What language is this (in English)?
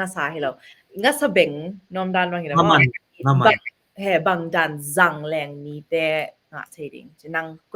Tedim Chin